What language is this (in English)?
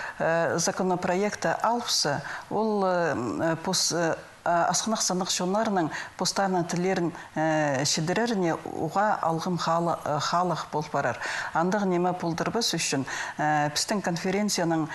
Khakas